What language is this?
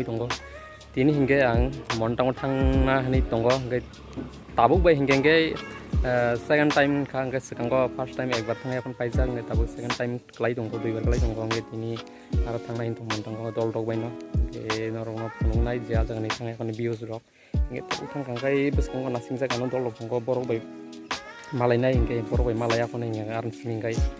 Kok Borok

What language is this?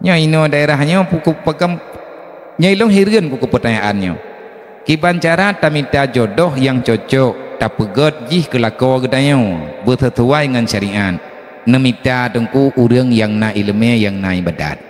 Achinese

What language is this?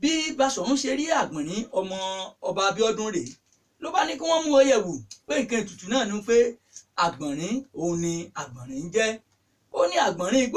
Yoruba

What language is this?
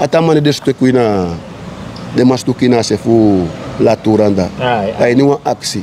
Sranan Tongo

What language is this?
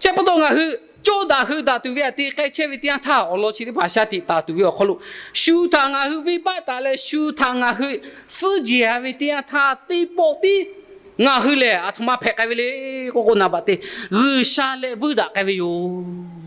Lahu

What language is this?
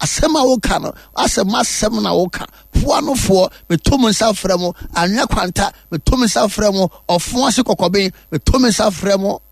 Akan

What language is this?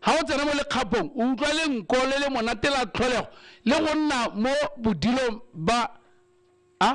Tswana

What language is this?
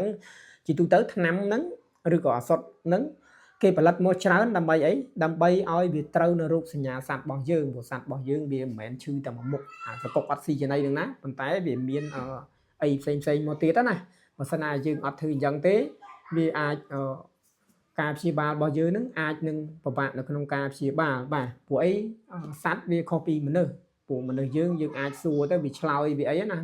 Khmer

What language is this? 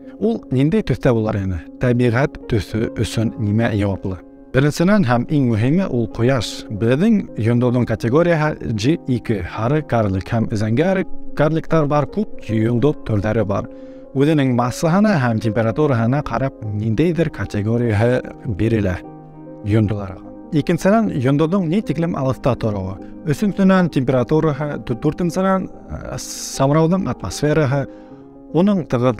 Bashkir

